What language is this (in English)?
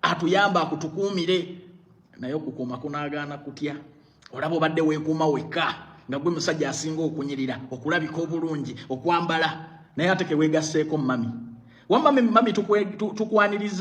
Ganda